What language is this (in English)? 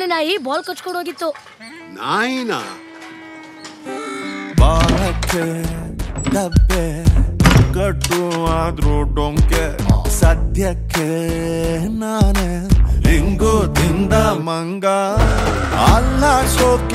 Kannada